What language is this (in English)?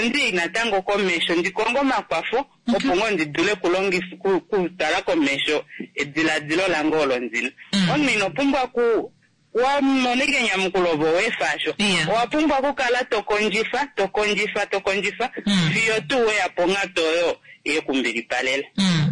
Kuanyama